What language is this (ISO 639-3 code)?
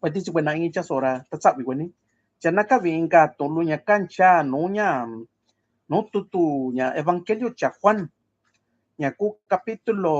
mix